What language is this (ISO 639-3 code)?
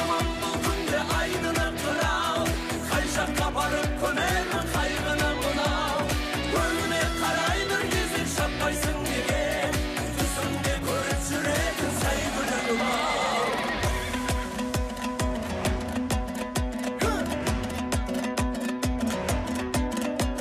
kaz